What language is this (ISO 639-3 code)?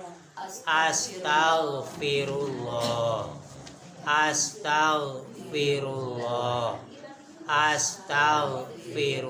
sun